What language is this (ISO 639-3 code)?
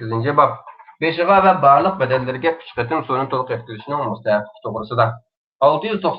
uig